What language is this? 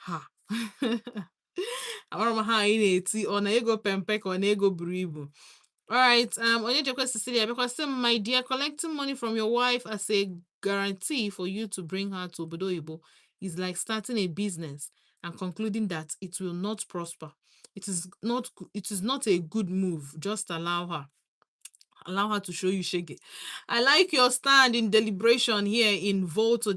Igbo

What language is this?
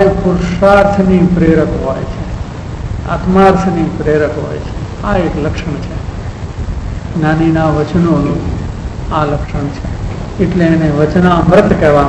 Gujarati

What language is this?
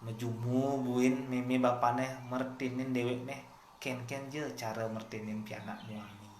Balinese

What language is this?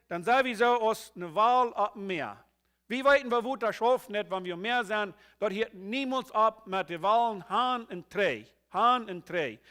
Plautdietsch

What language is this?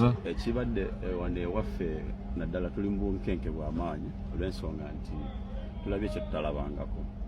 Ganda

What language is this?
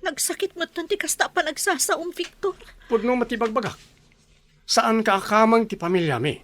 Iloko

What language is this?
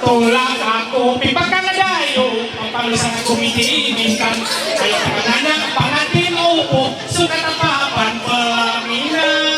Ma'anyan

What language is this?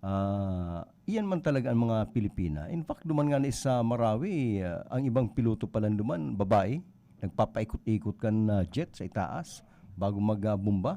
Bikol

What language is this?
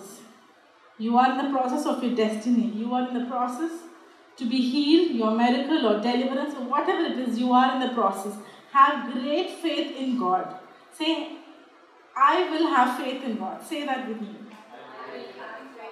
English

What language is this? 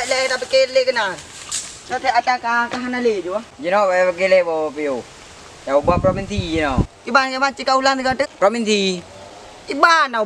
Achinese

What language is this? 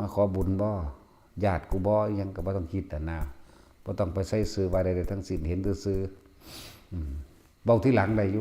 Northeastern Thai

